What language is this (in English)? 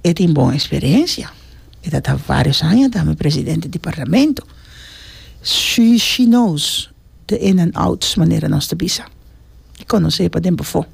Papiamento